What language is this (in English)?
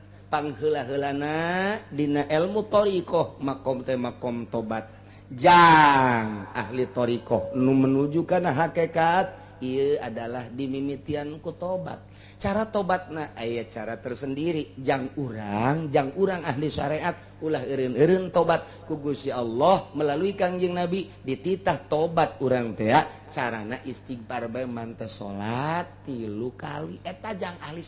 Sundanese